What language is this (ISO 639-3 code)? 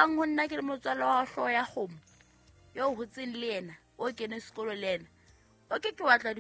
sot